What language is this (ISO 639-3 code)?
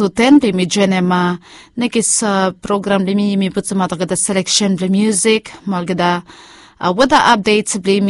bis